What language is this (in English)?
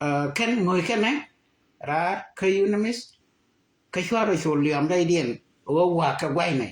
Nuer